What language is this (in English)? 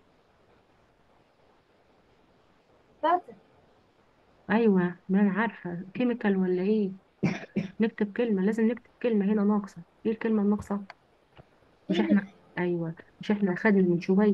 Egyptian Arabic